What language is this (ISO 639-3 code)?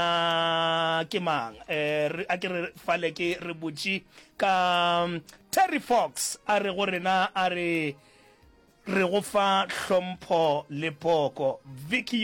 nso